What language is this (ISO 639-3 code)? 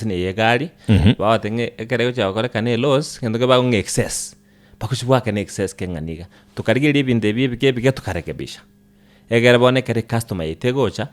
guz